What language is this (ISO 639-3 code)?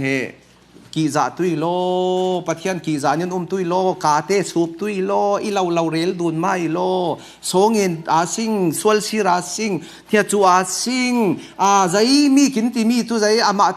cfm